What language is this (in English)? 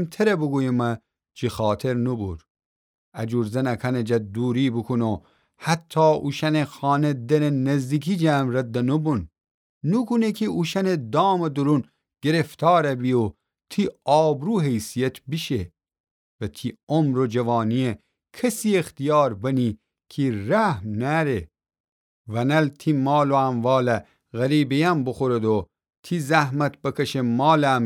Gilaki